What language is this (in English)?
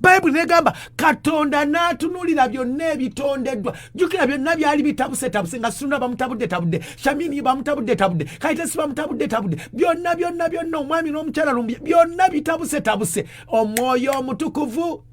Ganda